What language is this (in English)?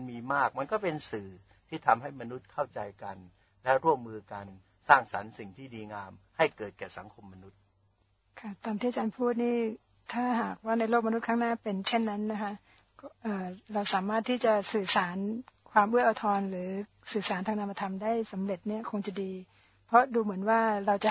Thai